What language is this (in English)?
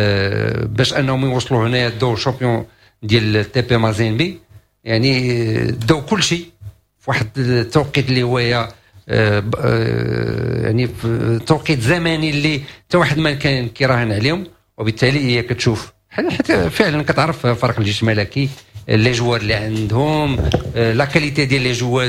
Moroccan Arabic